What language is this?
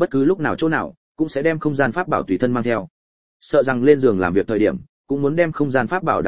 Vietnamese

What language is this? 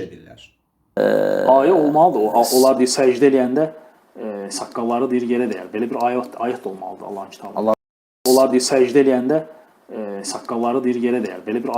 Azerbaijani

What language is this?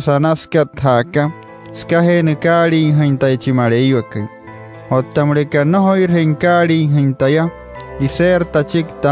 Wayuu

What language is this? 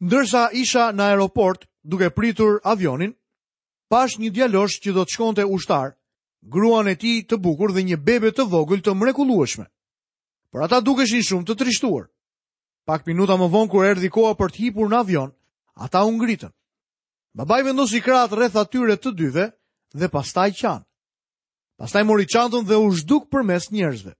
Albanian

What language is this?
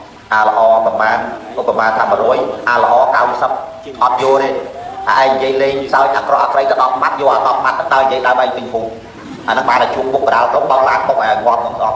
Khmer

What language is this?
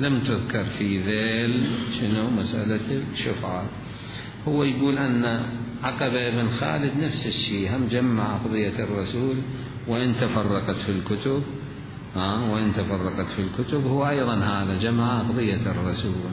Mesopotamian Arabic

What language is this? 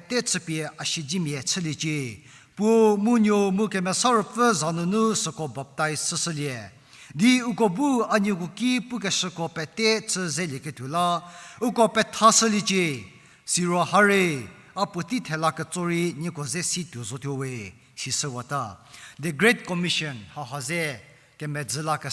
Angami Naga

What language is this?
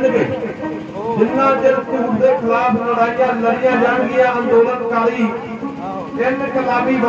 Punjabi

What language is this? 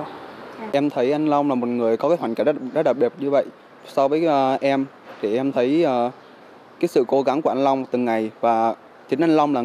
Vietnamese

